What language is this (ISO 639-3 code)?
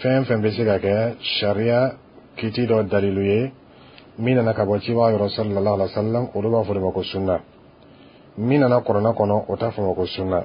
dyu